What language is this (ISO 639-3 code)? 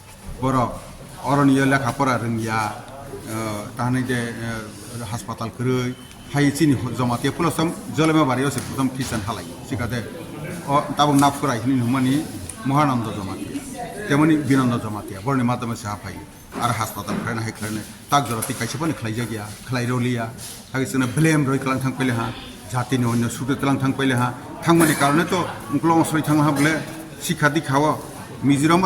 trp